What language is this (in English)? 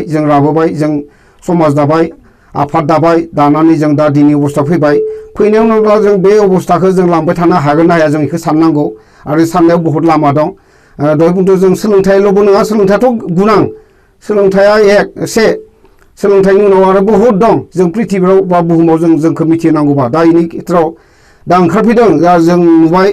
Bodo